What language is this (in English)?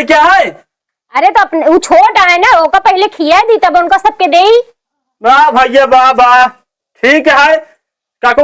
Awadhi